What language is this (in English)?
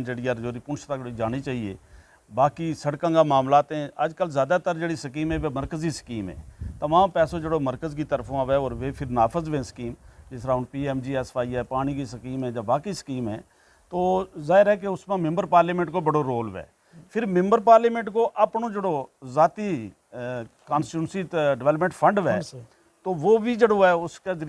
Gujari